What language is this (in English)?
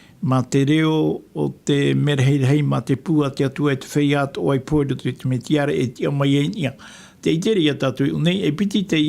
Tahitian